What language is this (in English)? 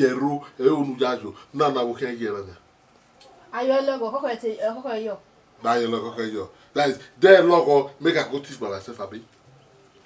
Bini